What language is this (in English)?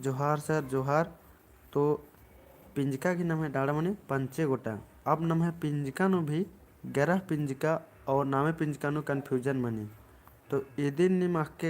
Kurukh